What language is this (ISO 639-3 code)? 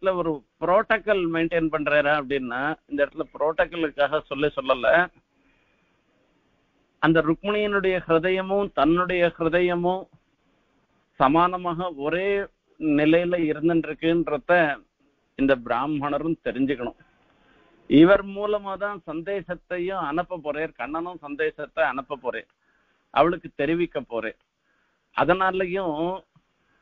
tam